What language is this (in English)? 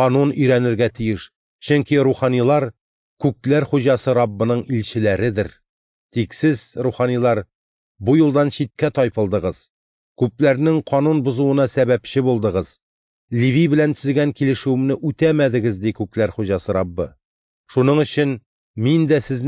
Tatar